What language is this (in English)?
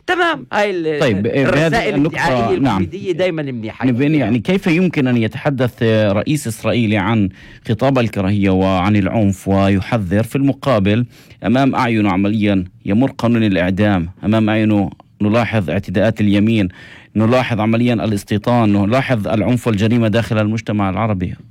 North Levantine Arabic